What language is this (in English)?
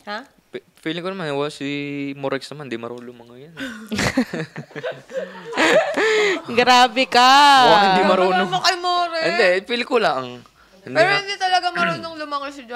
Filipino